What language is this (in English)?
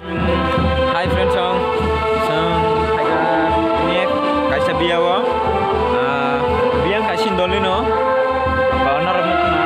Kok Borok